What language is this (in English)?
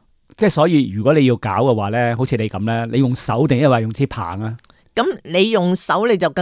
Cantonese